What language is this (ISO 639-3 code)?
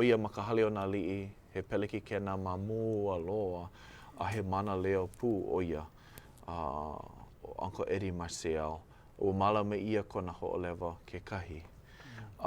haw